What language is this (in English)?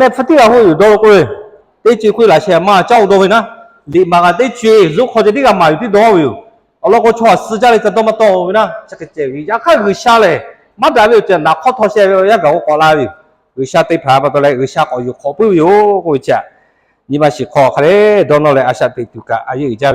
Lahu